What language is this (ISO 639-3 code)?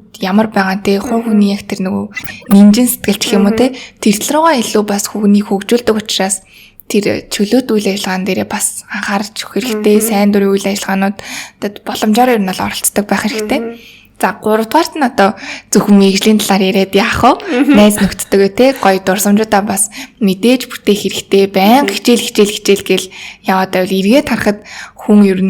mon